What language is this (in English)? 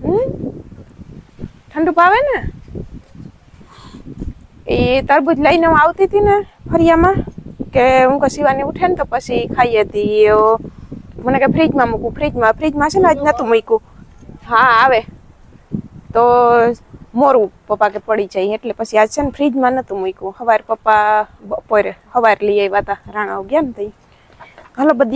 Gujarati